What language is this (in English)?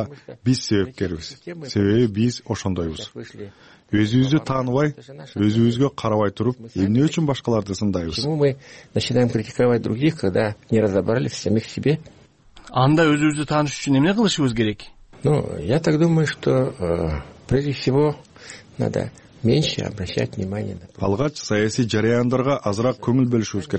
Kyrgyz